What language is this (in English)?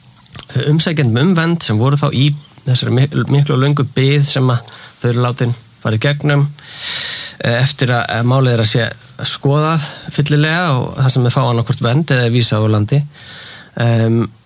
Icelandic